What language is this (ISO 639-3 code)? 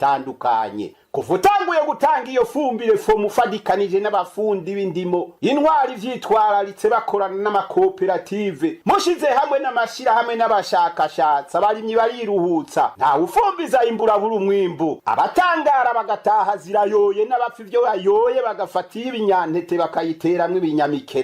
run